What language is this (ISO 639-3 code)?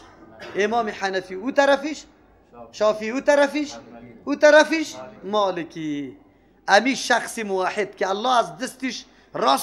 fas